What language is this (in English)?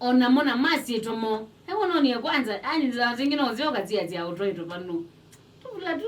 Kamba